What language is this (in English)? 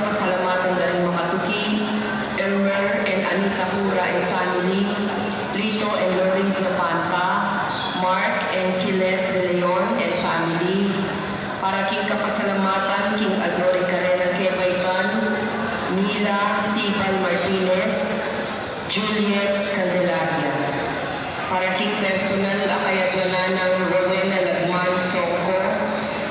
Pampanga